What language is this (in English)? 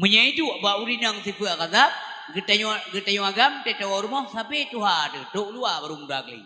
Achinese